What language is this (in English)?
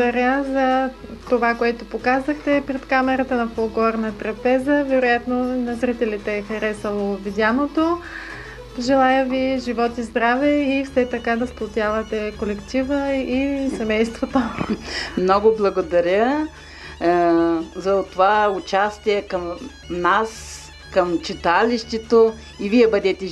Bulgarian